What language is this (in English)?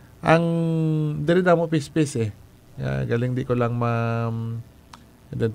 Hiligaynon